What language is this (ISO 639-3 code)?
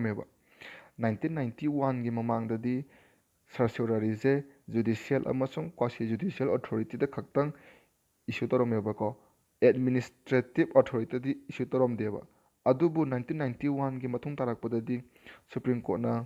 mni